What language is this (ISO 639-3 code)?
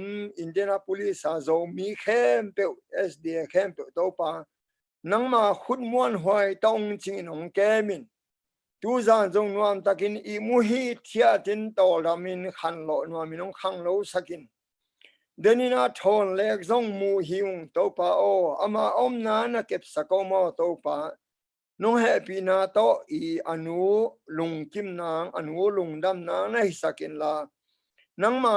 ctd